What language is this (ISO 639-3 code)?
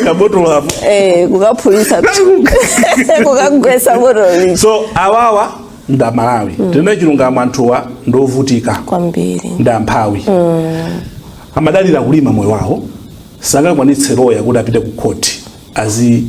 nya